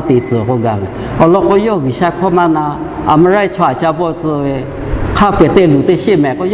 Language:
Lahu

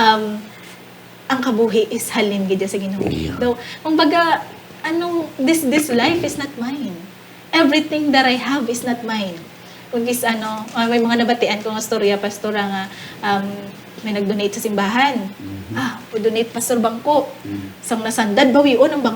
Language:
Hiligaynon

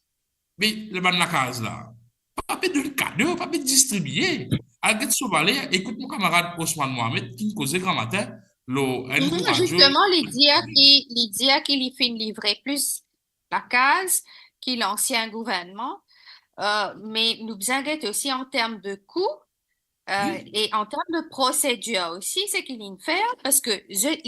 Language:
Morisyen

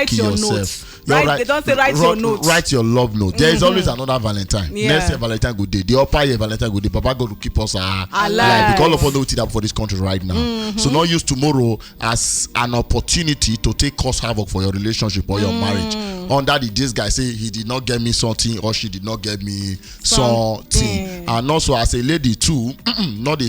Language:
Nigerian Pidgin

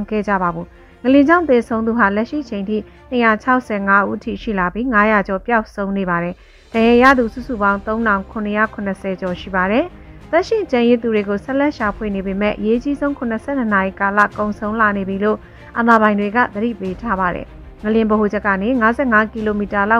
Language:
Burmese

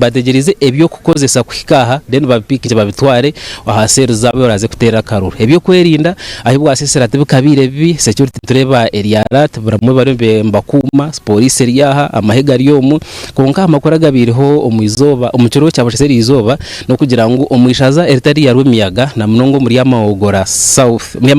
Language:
Nyankole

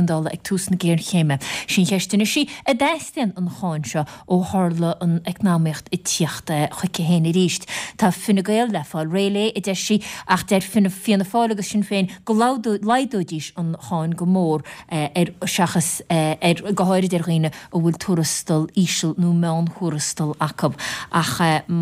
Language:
Irish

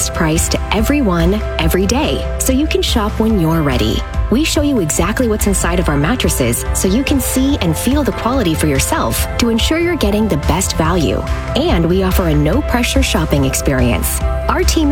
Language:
English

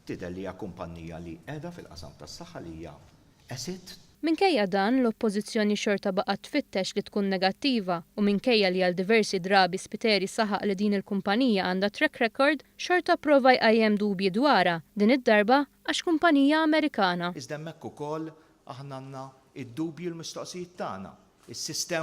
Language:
Maltese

